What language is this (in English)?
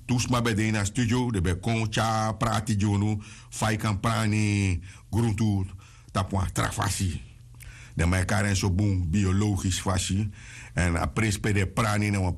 Sranan Tongo